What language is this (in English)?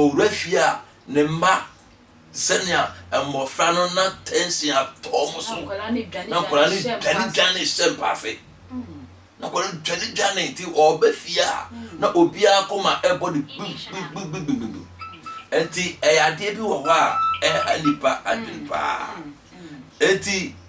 Akan